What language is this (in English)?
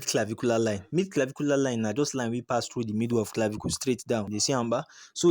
Nigerian Pidgin